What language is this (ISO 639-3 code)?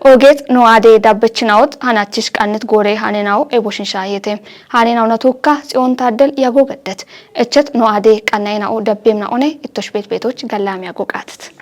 kbr